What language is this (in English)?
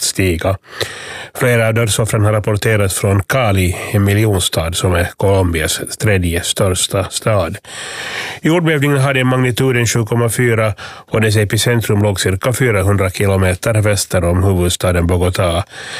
Swedish